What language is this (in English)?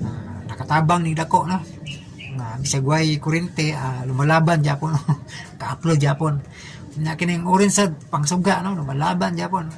Cebuano